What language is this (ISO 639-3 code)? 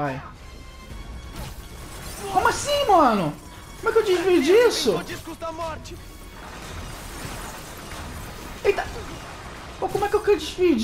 por